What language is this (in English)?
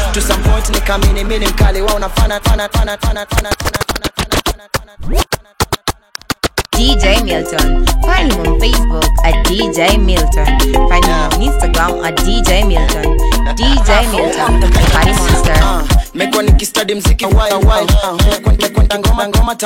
Swahili